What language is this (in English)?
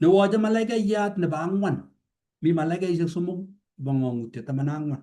Kalenjin